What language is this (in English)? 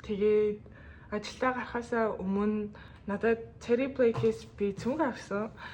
Mongolian